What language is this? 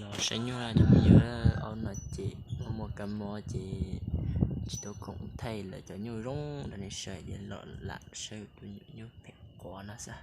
Hmong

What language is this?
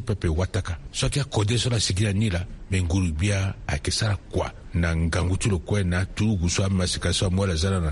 Sango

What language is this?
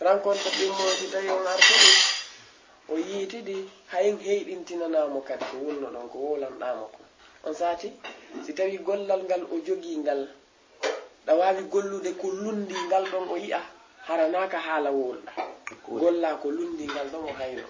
Fula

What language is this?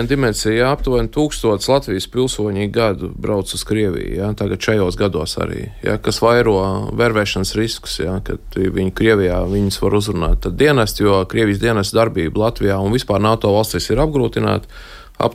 Latvian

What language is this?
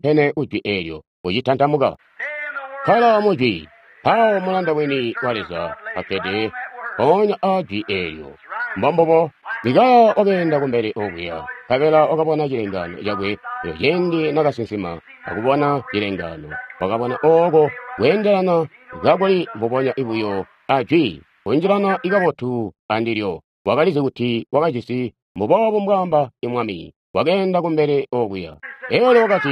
Tonga (Zambia)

